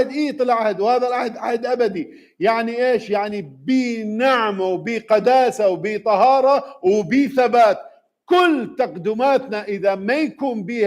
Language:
Mesopotamian Arabic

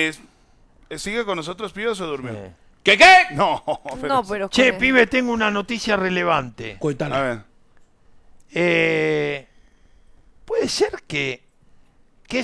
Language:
Spanish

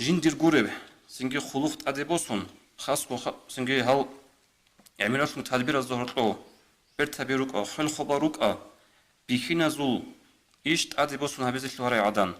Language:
Avaric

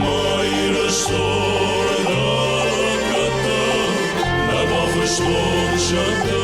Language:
Ossetic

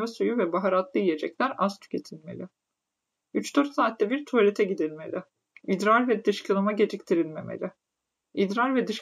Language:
Turkish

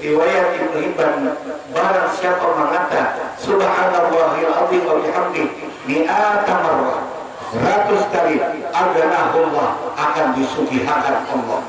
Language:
Banjar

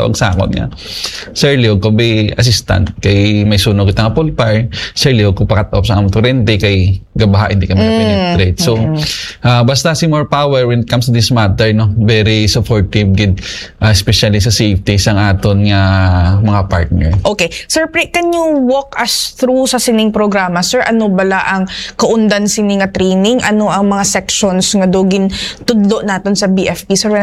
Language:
Hiligaynon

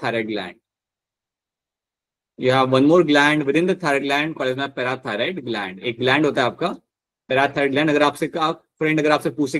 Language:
Hindi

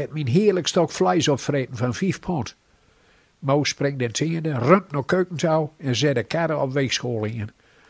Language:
Gronings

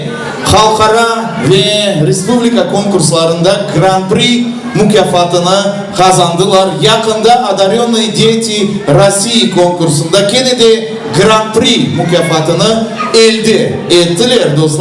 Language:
Crimean Tatar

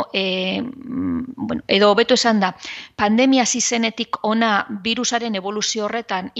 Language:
Basque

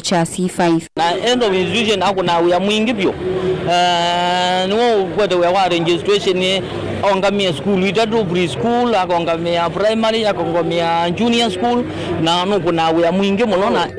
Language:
Kamba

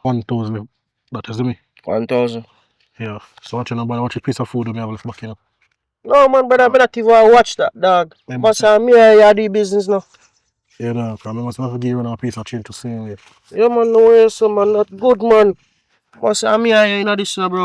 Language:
Jamaican Creole English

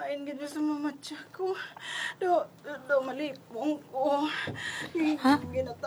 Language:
Hiligaynon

